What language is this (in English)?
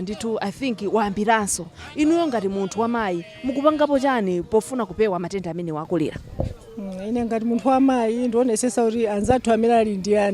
Nyanja